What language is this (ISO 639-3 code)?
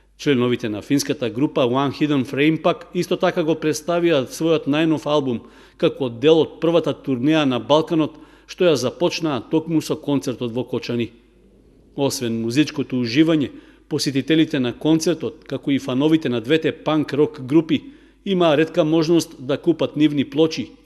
mkd